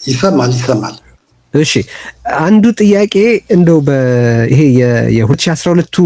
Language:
Amharic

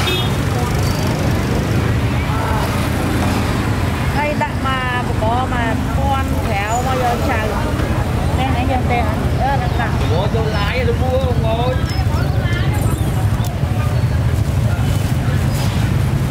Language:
Vietnamese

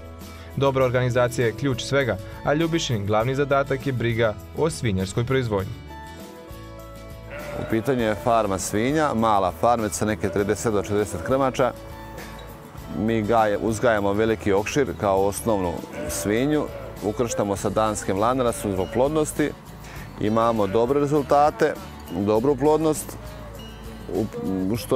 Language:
Serbian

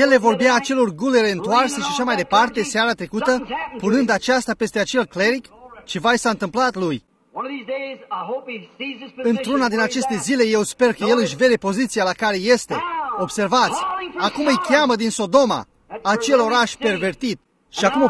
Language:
Romanian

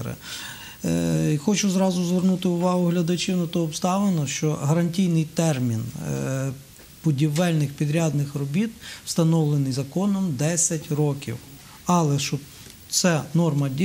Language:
Ukrainian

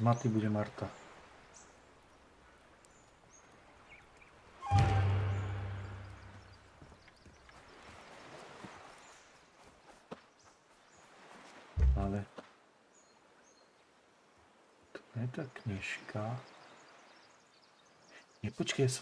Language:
Slovak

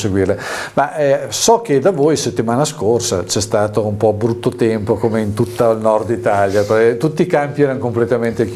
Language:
Italian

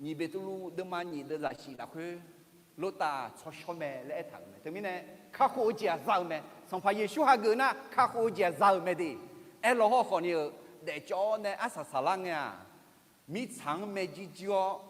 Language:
Akha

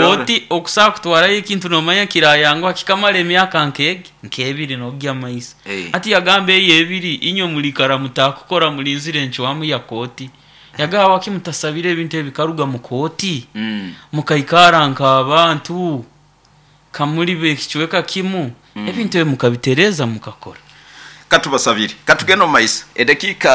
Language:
Nyoro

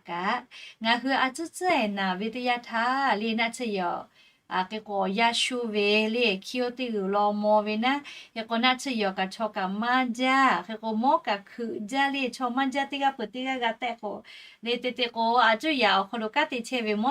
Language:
Lahu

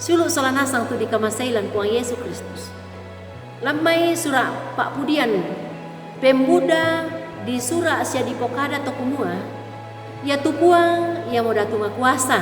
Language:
Toraja-Sa'dan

